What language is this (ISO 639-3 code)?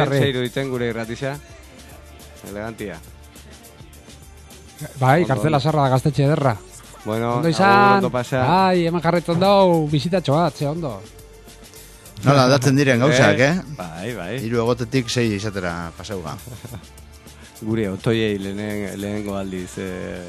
eus